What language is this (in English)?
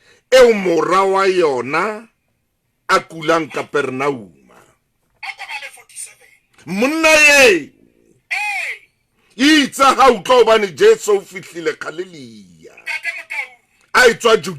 Southern Sotho